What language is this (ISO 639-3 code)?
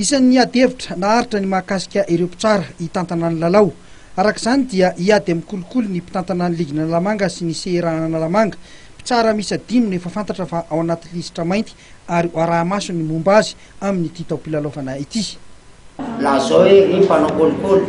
mlg